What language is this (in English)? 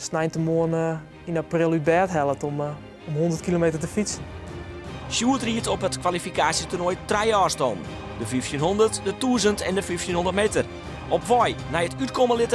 Western Frisian